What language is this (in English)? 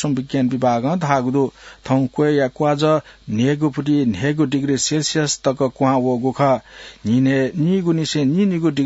Newari